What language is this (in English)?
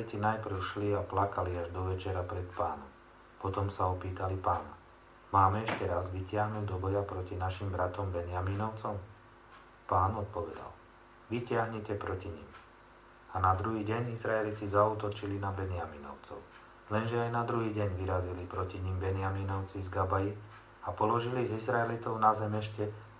Slovak